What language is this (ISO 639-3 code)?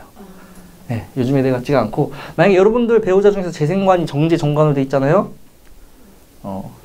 kor